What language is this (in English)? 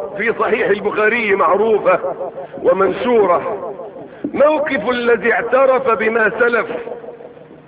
Arabic